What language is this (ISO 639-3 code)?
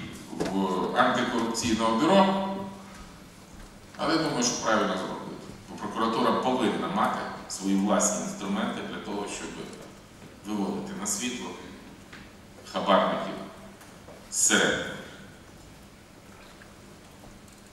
ukr